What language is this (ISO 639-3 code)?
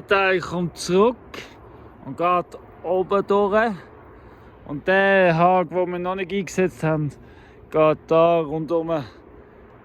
gsw